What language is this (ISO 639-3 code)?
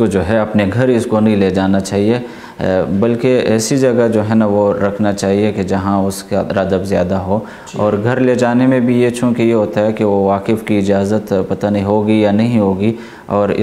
urd